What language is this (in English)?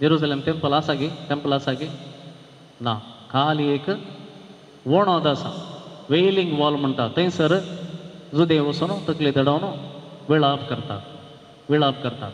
Konkani